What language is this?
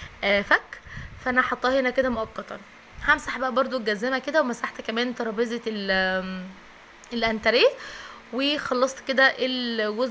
Egyptian Arabic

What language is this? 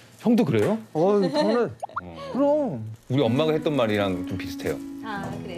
Korean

